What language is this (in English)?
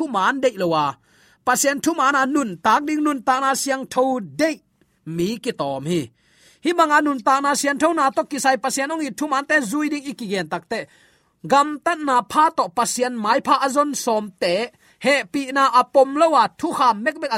Tedim Chin